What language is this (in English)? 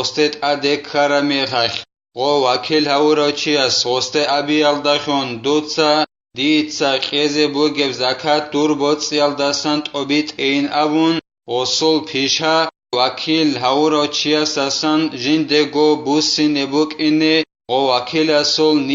Avaric